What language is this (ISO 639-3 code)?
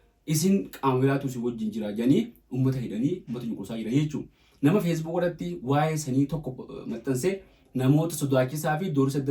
orm